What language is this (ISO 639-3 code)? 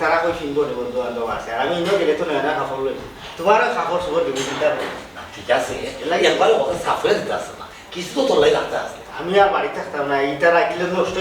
syl